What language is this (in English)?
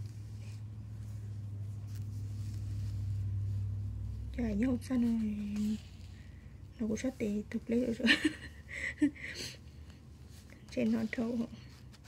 Vietnamese